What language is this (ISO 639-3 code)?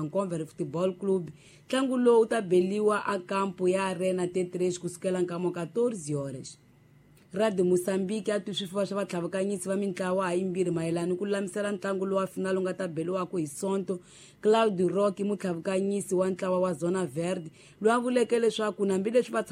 tso